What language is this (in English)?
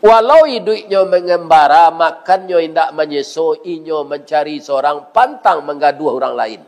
Minangkabau